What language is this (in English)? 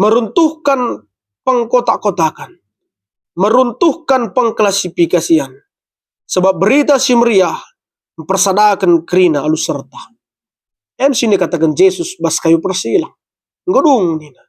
Batak Karo